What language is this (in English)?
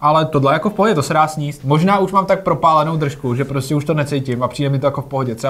Czech